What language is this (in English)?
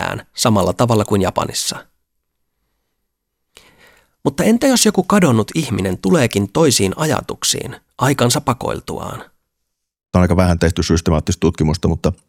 Finnish